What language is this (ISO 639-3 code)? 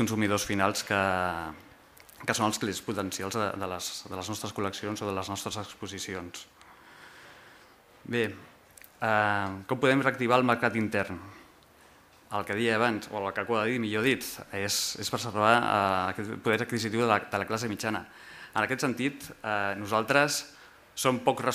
cat